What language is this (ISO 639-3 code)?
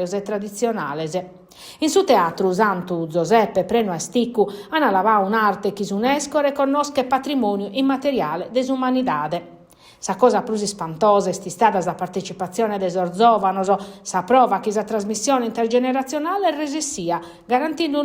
srd